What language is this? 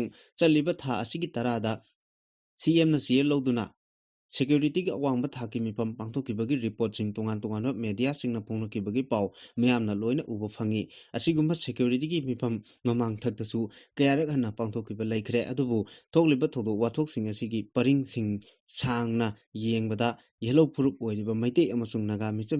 Manipuri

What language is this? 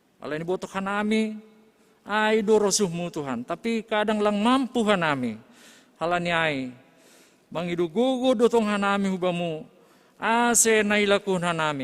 Batak Simalungun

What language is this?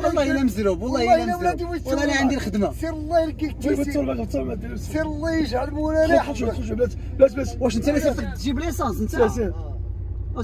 Moroccan Arabic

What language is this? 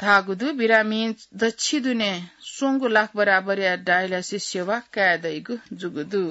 Newari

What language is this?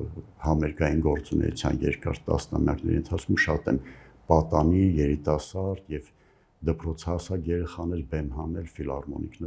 Armenian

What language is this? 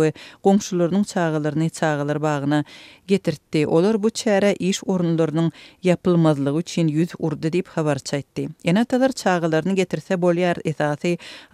Turkmen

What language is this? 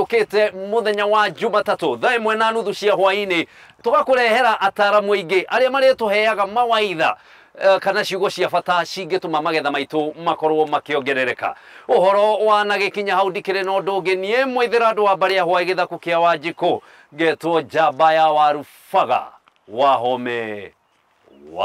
Kikuyu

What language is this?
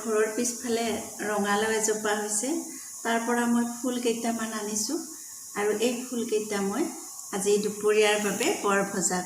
Assamese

